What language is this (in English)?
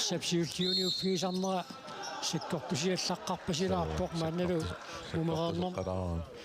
Kalaallisut